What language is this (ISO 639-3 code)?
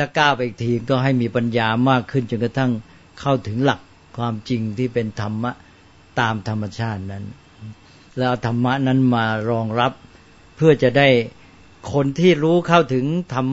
tha